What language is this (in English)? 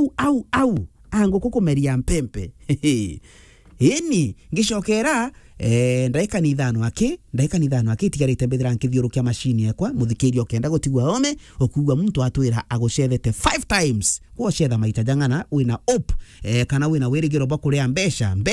Meru